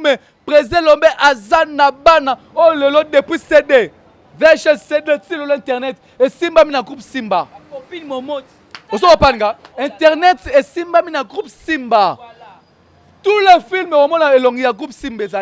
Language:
Lingala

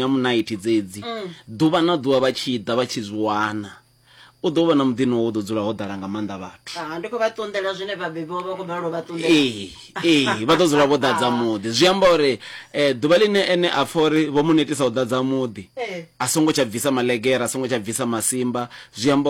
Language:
Venda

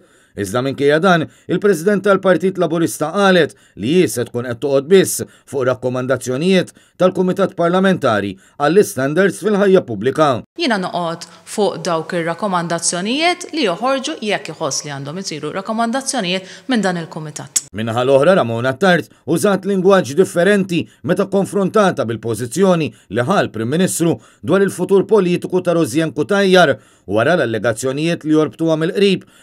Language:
Maltese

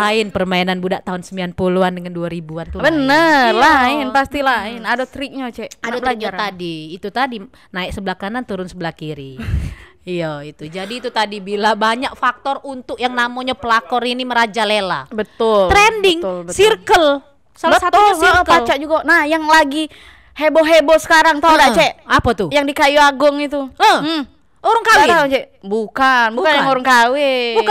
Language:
Musi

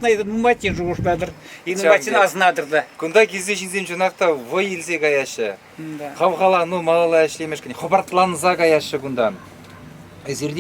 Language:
Chuvash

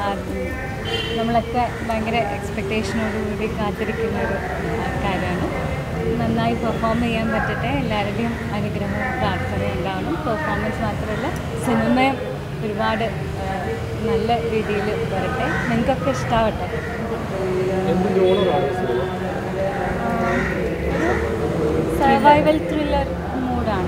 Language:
Malayalam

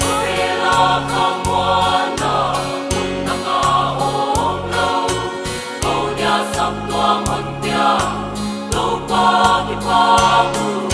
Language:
Paite Chin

